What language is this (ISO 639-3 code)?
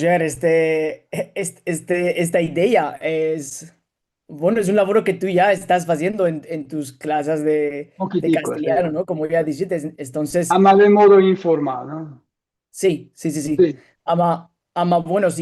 lad